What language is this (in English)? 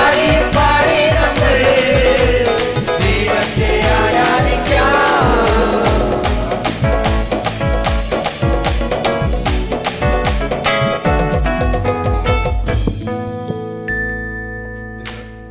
Malayalam